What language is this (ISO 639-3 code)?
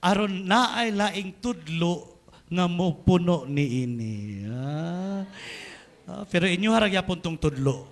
ceb